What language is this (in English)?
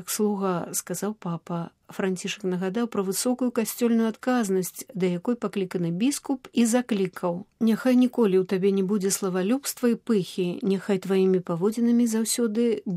Belarusian